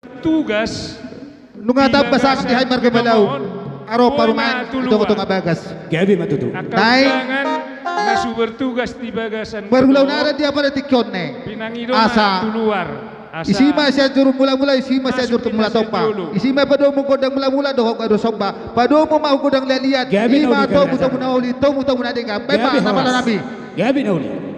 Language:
Batak Toba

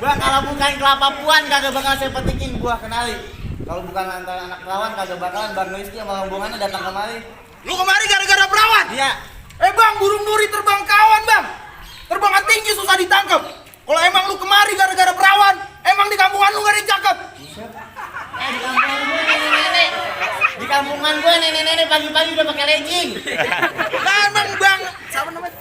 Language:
Betawi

